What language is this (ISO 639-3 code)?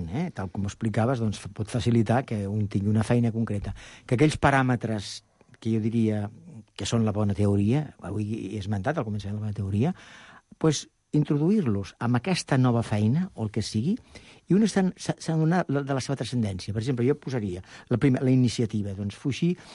cat